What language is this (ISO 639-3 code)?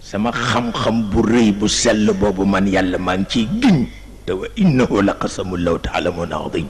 wol